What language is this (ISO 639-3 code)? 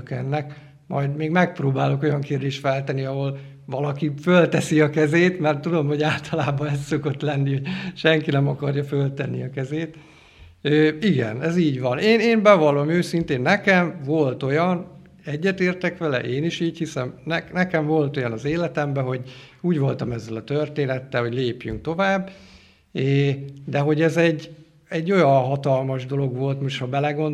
hun